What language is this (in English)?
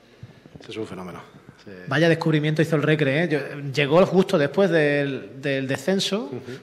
Spanish